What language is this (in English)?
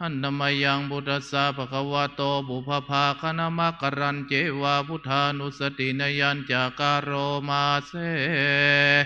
Pali